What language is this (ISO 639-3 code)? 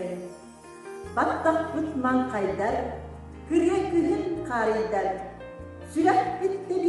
sah